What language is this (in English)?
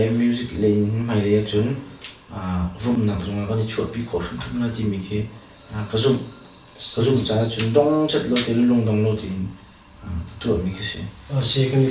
Hakha Chin